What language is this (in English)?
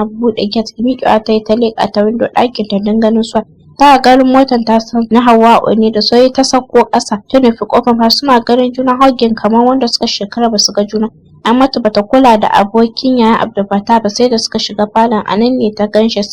Hausa